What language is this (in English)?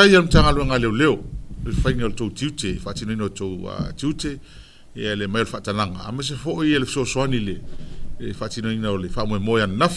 Samoan